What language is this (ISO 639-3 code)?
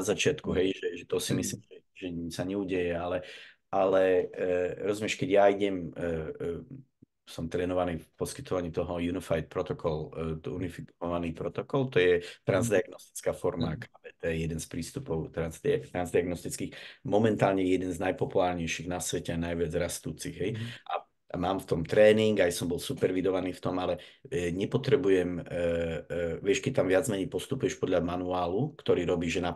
slk